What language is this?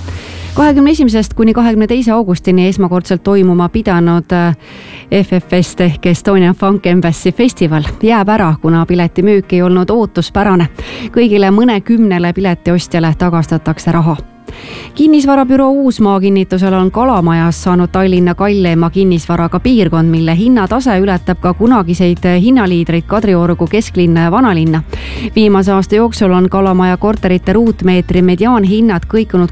Estonian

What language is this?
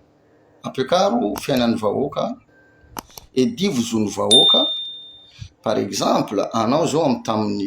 Malagasy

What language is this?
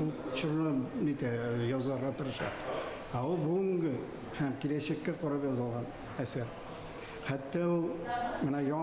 Tatar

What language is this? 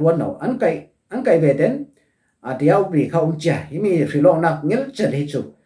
Falam Chin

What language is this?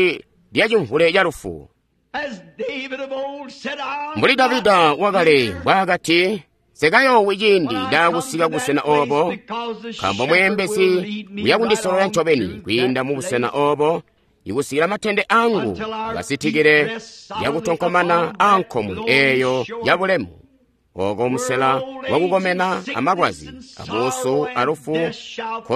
Tonga (Zambia)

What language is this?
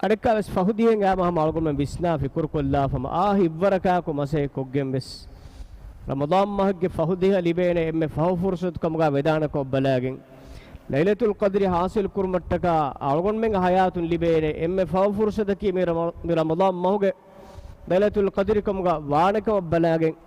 Divehi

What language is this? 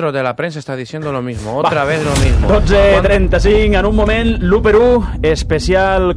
Catalan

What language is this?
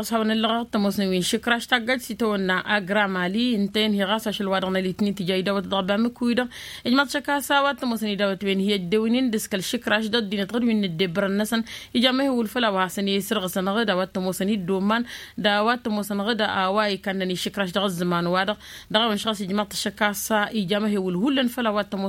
Tamasheq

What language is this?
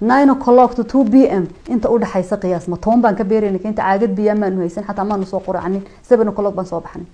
Somali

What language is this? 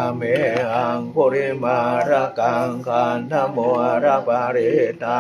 Pali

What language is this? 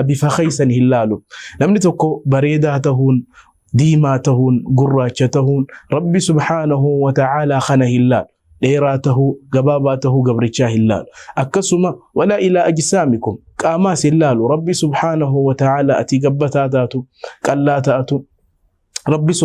Oromo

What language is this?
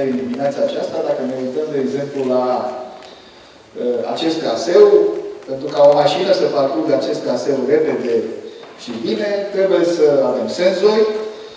Romanian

